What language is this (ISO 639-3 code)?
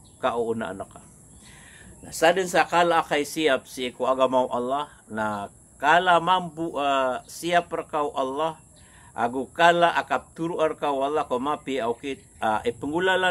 mrw